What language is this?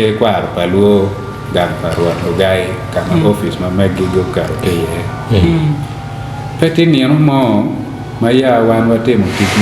Acoli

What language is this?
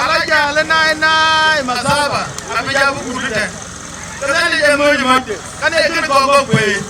Dinka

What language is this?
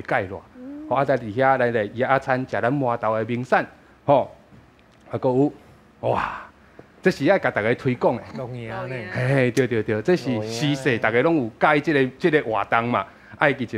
Min Nan Chinese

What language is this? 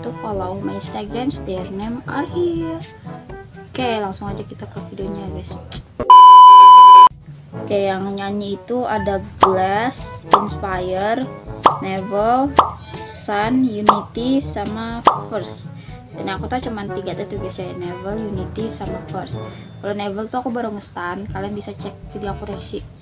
Indonesian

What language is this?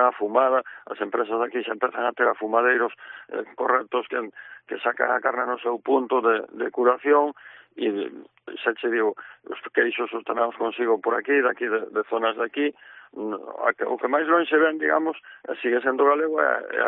Galician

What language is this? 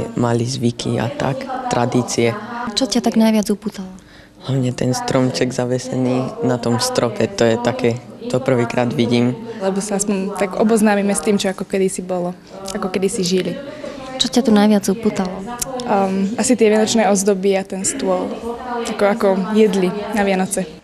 Slovak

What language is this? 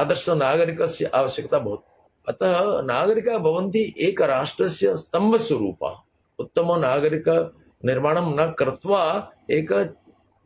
Sanskrit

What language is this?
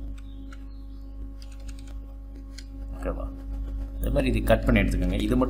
Tamil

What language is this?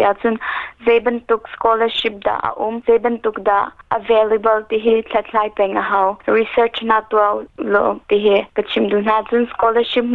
Hakha Chin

